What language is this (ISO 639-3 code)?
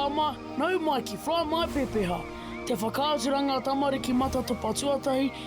mri